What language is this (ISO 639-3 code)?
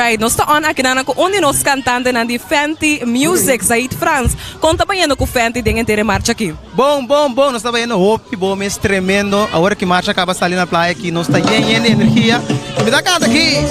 pap